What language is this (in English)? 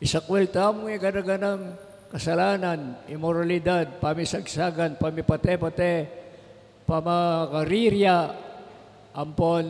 Pampanga